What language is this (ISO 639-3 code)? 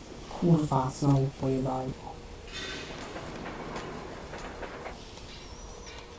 pol